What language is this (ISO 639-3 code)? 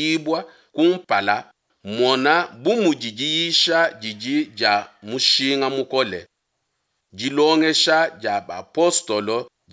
lua